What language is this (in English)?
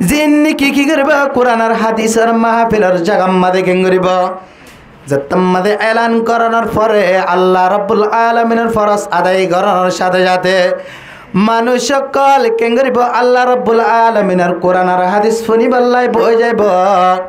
Rohingya